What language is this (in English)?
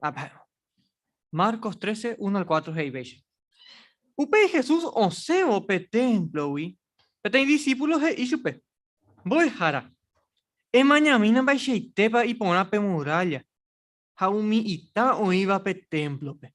Guarani